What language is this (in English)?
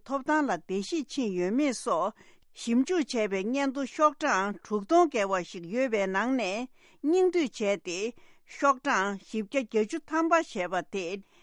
Tibetan